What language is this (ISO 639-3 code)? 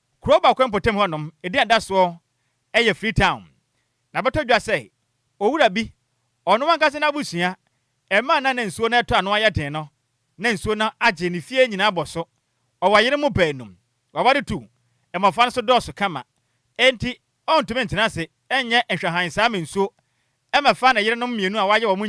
aka